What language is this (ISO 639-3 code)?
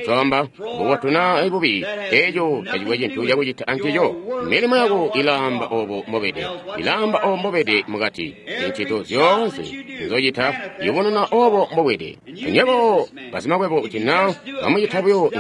toi